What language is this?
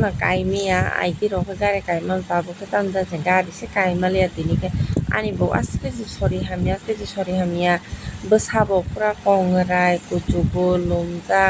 Kok Borok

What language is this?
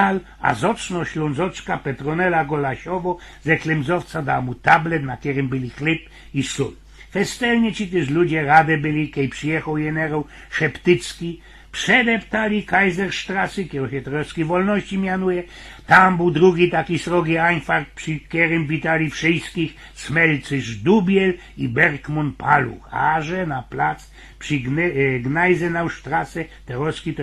Silesian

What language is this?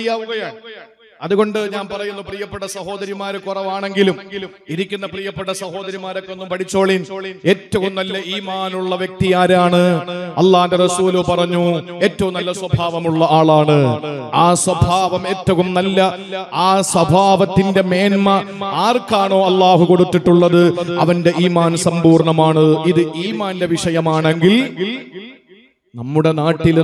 Malayalam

